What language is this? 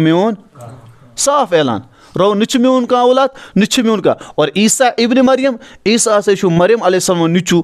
Kashmiri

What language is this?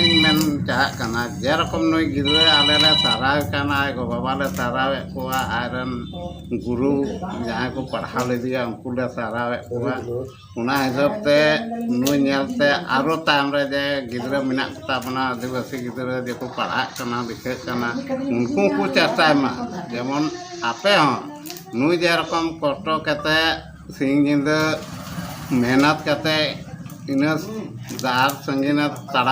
Santali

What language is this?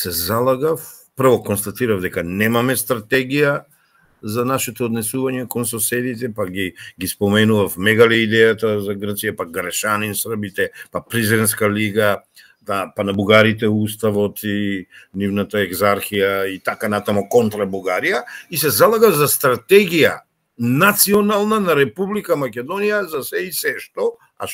Macedonian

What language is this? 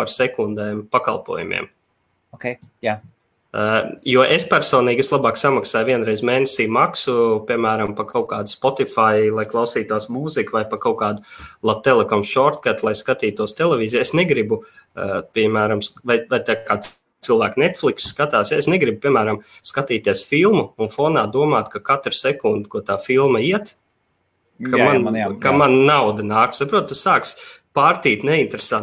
Latvian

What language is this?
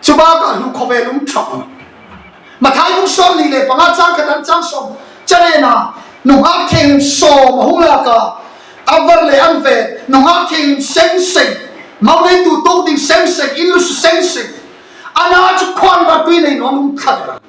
Hmar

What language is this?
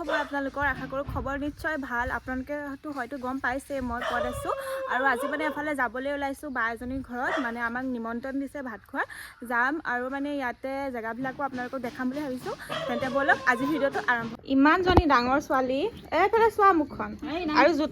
Assamese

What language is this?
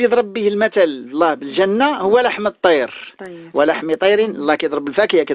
Moroccan Arabic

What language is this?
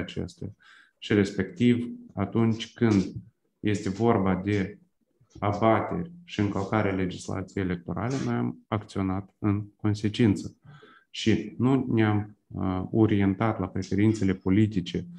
Romanian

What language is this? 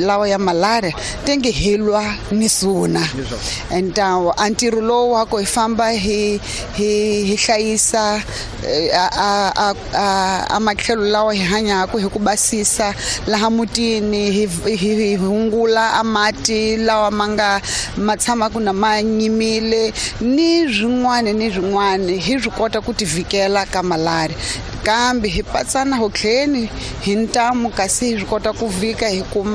Tsonga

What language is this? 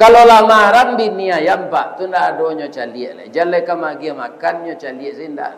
Minangkabau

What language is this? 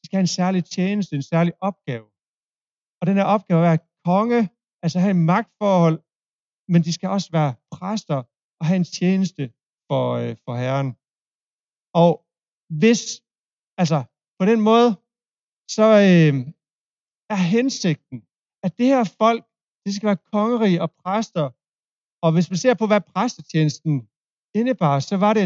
Danish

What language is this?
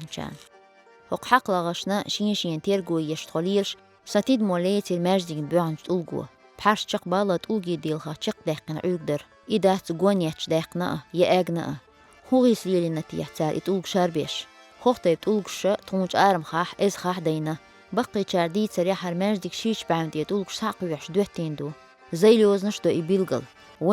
Chechen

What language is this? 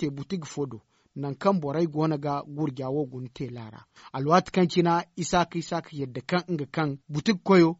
Zarma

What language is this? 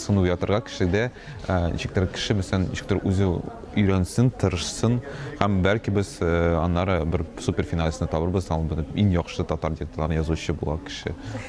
Tatar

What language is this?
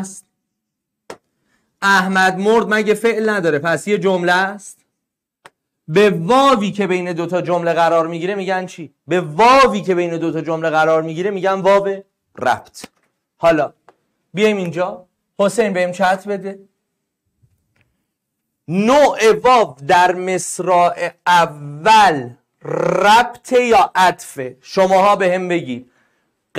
Persian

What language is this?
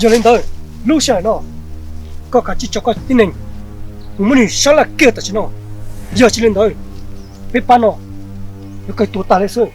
Hmong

